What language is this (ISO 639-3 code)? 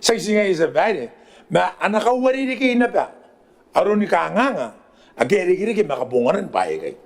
gil